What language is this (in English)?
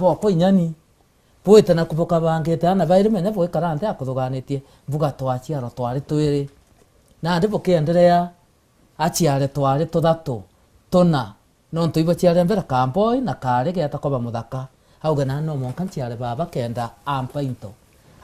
Meru